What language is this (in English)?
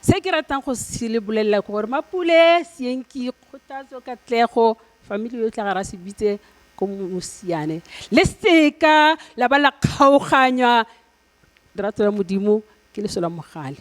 Tswana